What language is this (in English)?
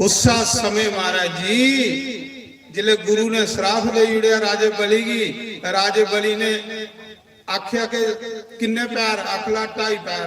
Dogri